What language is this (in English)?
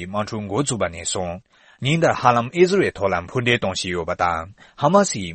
Tibetan